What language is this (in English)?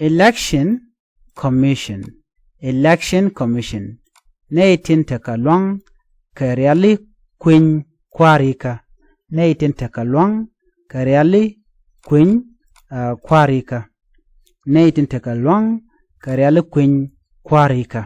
Nuer